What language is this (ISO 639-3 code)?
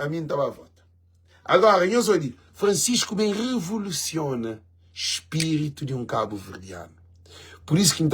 kea